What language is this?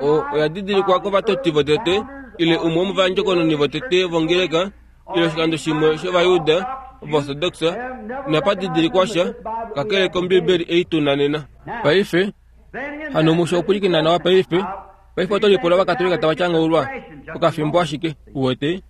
Kuanyama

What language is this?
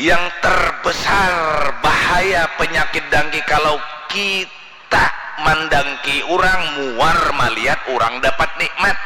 Banjar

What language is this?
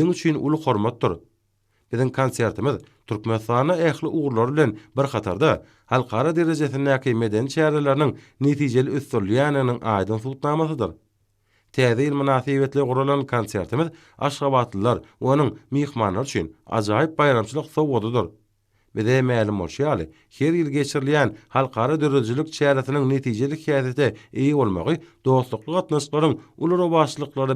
Turkmen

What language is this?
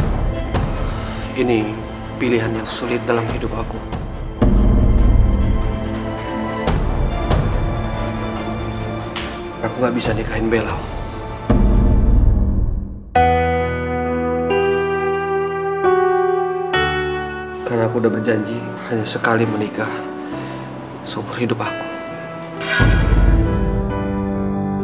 Indonesian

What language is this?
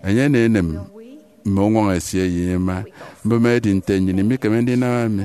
Efik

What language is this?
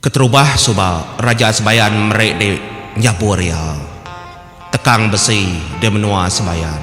Iban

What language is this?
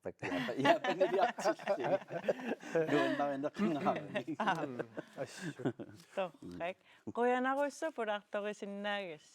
Kalaallisut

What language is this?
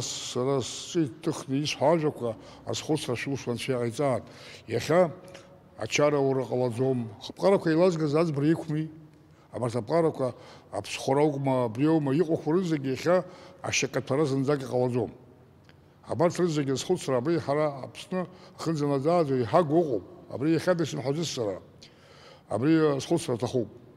Abkhazian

